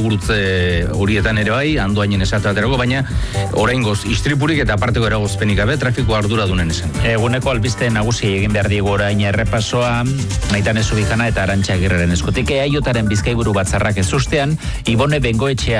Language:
Basque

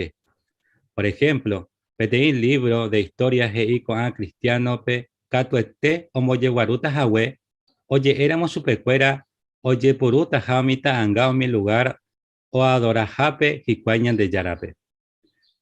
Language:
Guarani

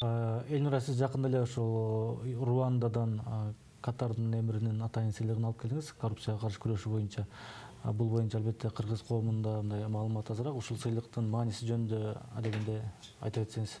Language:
Kyrgyz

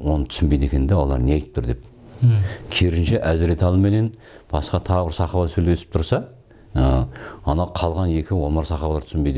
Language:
Kazakh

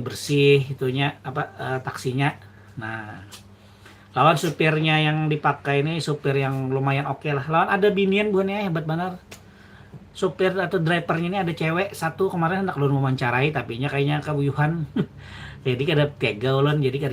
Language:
Banjar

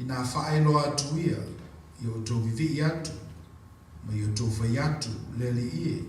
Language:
Samoan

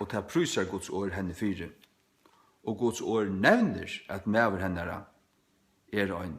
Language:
Faroese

